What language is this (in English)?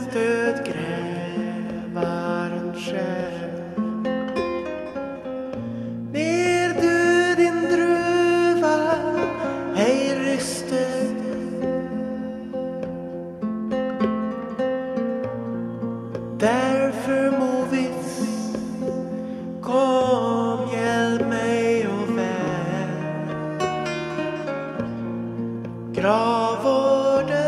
Swedish